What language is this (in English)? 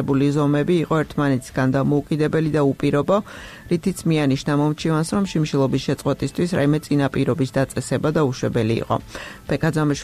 Georgian